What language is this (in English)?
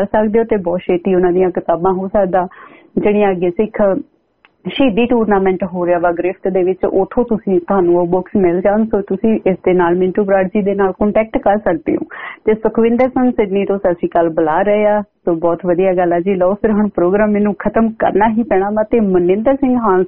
Punjabi